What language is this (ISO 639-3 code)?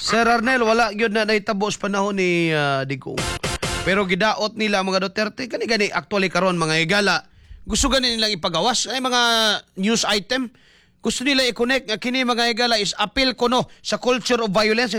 ceb